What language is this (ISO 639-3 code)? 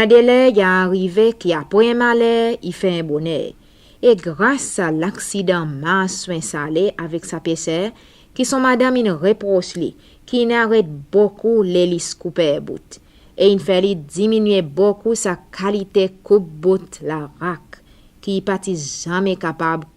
crs